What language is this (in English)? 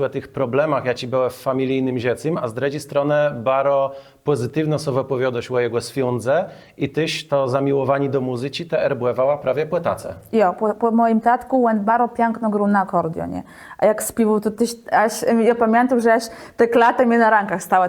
Kashubian